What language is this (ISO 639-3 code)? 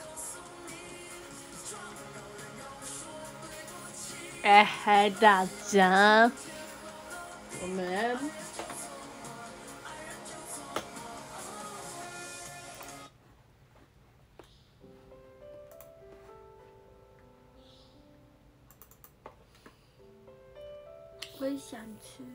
zho